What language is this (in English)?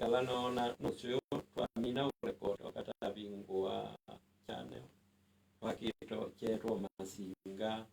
Kamba